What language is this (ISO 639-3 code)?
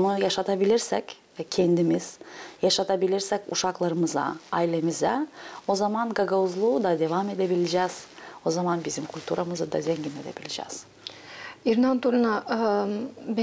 gag